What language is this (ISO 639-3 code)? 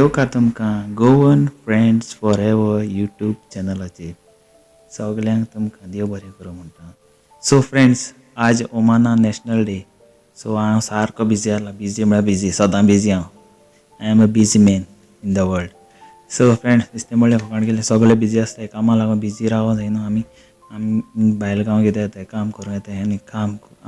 kok